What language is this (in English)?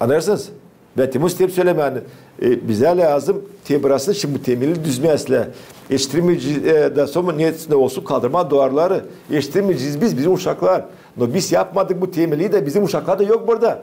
Gagauz